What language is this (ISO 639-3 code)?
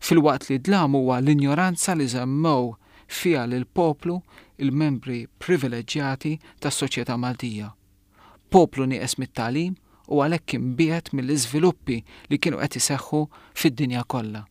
mlt